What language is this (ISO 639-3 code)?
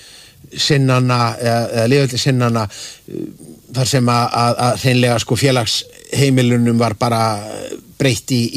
isl